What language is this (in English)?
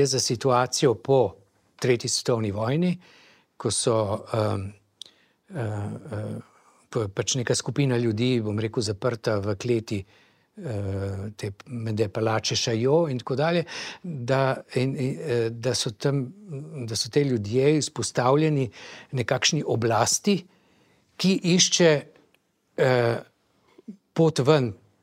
Slovenian